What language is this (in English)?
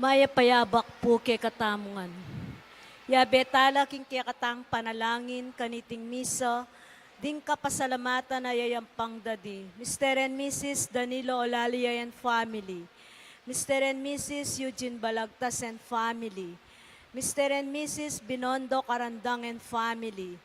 Pampanga